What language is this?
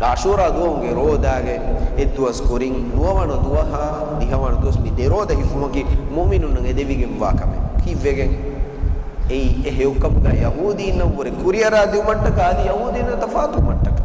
Divehi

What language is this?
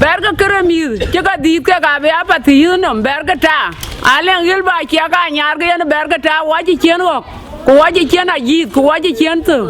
Dinka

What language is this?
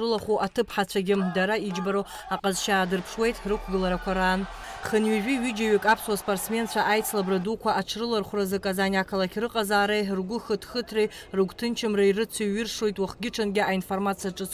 Abkhazian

